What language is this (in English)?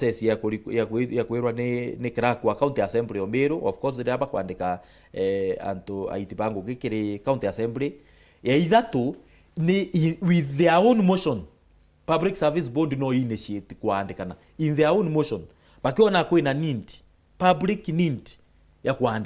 Meru